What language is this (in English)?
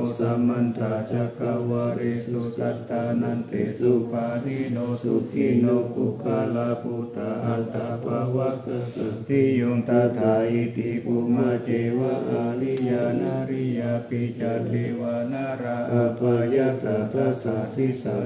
Pali